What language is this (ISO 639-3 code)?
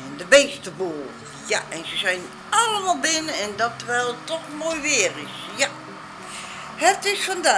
nld